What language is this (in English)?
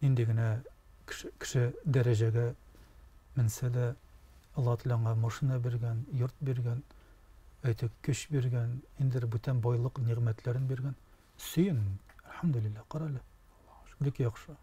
Tatar